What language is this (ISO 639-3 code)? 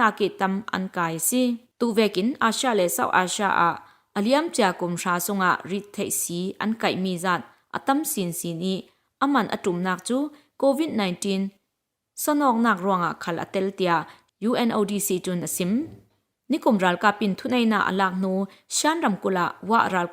cfm